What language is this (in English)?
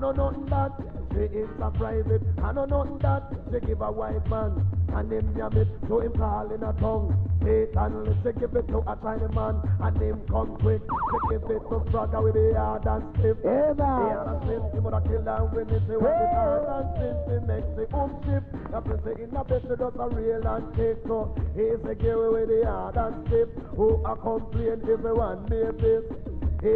Jamaican Creole English